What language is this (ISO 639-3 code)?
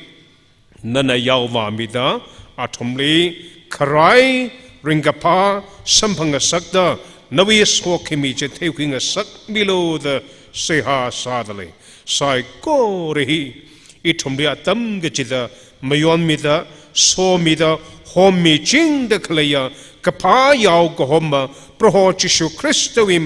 nmf